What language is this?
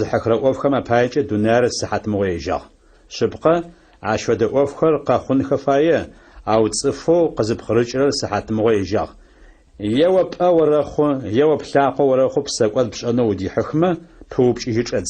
Adyghe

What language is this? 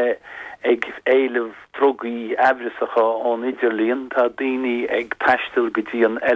Irish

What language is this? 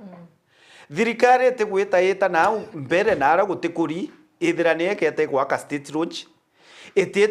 Meru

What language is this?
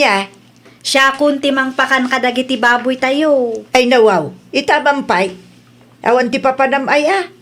Iloko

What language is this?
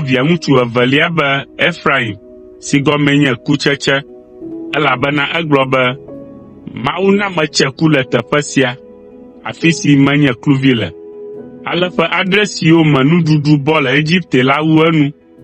Ewe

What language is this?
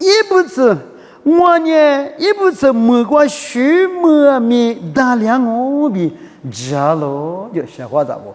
Lisu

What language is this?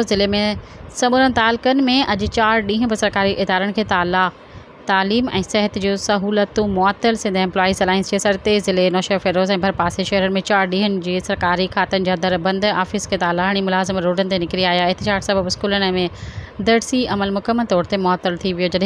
Sindhi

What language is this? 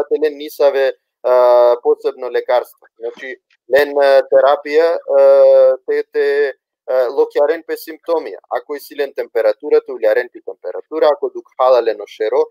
Balkan Romani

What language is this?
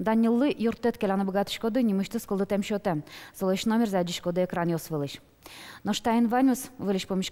Udmurt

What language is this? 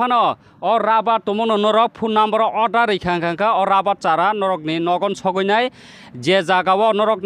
Kok Borok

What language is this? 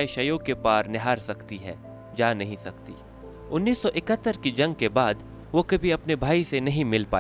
Hindi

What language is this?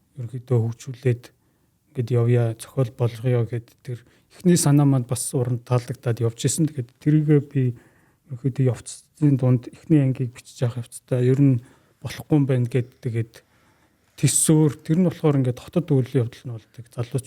Mongolian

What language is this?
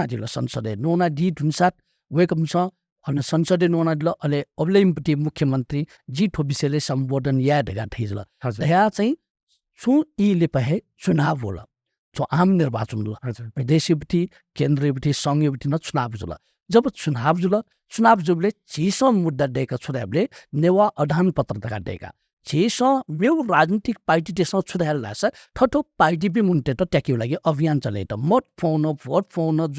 Newari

